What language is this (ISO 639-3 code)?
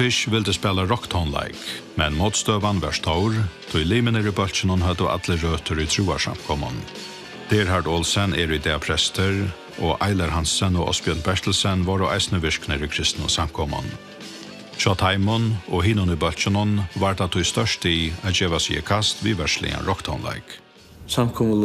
fao